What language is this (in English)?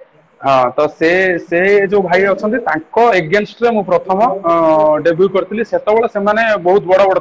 Odia